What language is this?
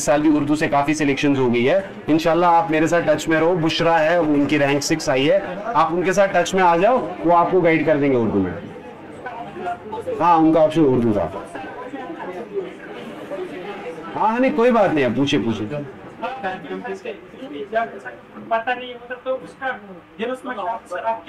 Hindi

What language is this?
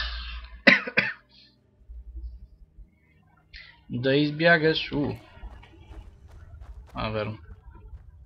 Bulgarian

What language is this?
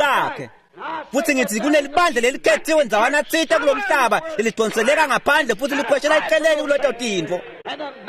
Swati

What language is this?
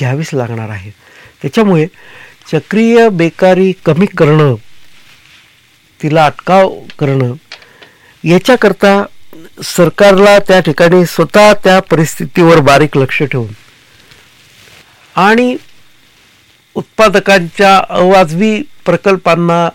Marathi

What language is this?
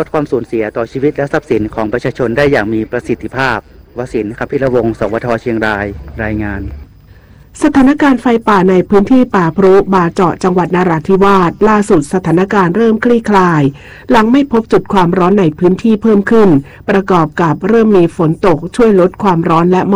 Thai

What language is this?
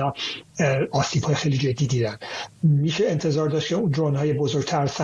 Persian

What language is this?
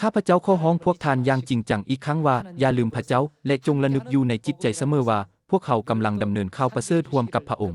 Lao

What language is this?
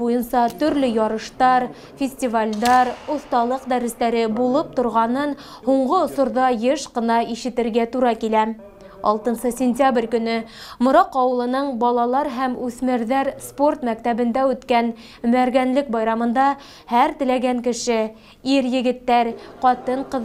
Bashkir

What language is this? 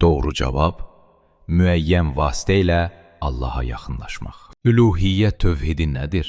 Azerbaijani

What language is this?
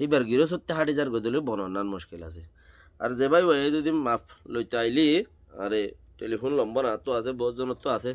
Rohingya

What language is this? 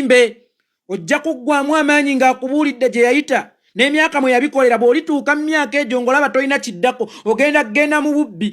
Ganda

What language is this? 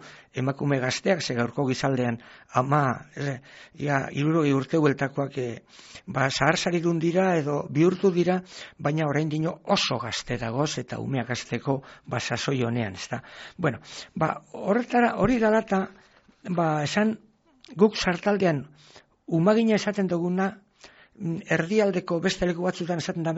Basque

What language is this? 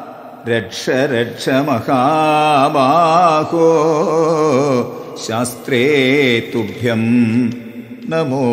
Malayalam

